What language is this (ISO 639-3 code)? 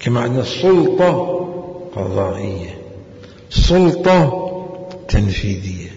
acm